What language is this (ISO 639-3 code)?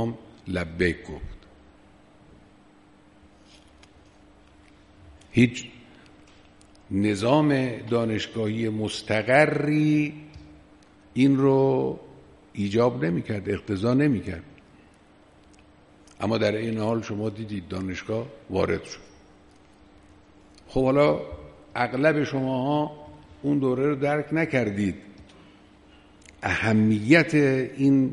fas